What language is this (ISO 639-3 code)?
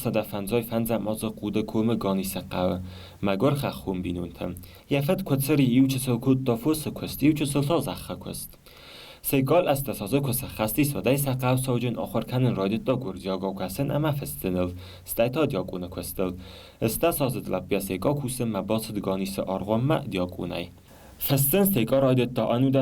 oss